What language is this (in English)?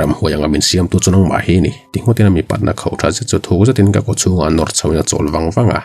Mizo